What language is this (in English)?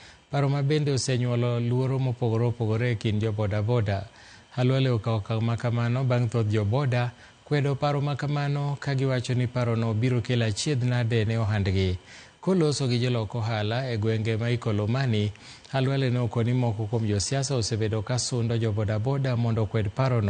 Luo (Kenya and Tanzania)